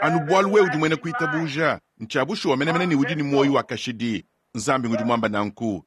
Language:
Luba-Lulua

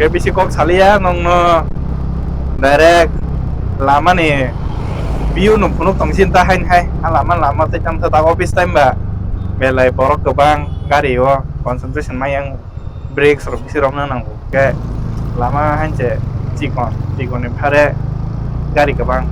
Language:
Kok Borok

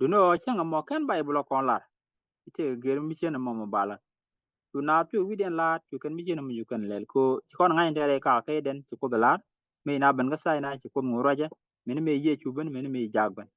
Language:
Nuer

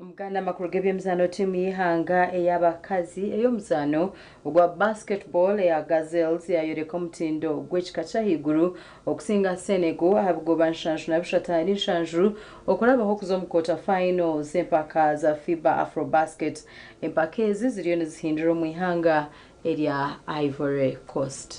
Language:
Nyankole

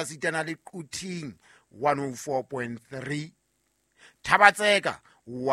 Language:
Southern Sotho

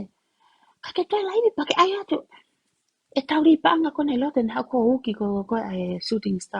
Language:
Tongan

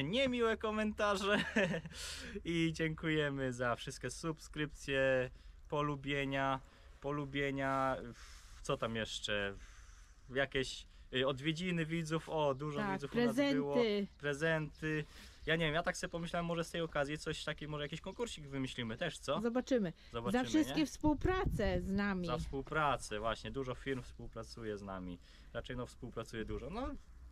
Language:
Polish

